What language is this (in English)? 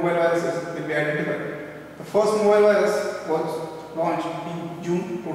English